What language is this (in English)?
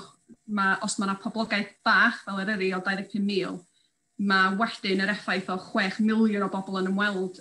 Welsh